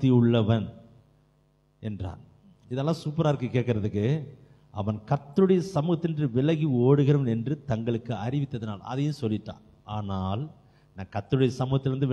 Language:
Tamil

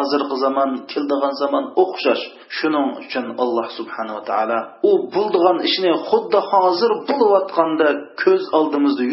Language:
Uyghur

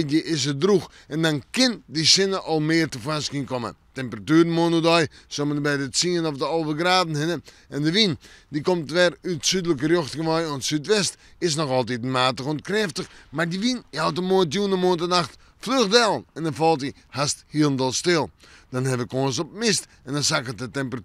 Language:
Western Frisian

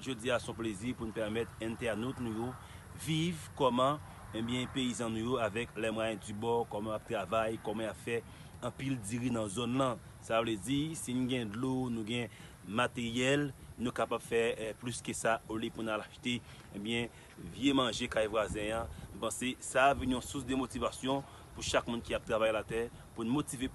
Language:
Haitian Creole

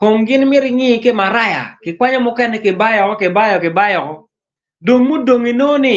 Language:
Acoli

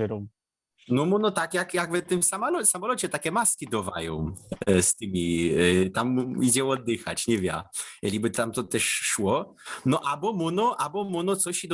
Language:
Silesian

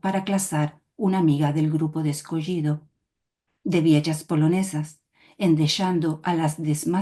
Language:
Ladino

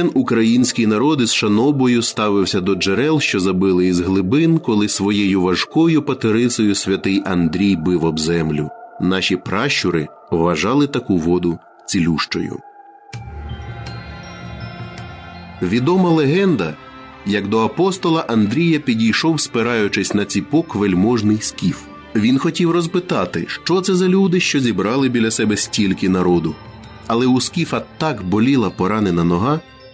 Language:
Ukrainian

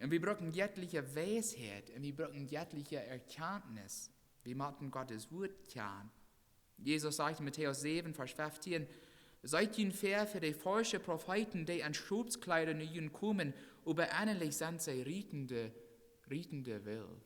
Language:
Plautdietsch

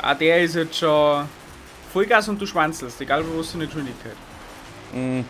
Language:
Bavarian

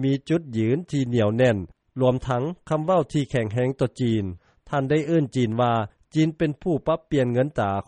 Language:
Lao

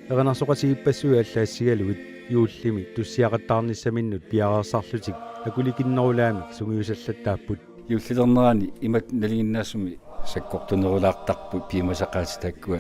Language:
Kalaallisut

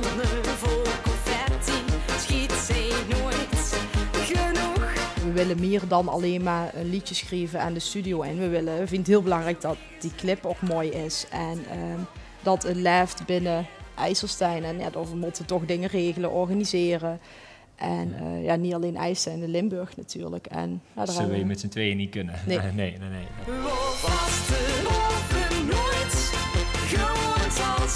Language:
Limburgish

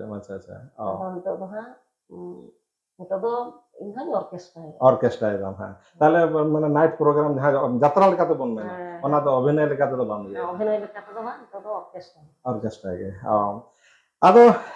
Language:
Santali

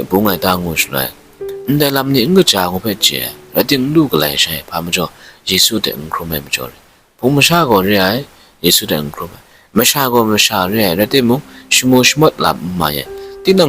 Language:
Kachin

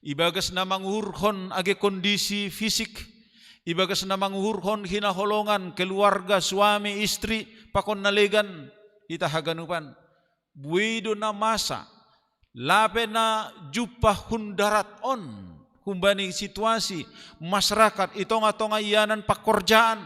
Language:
Batak Simalungun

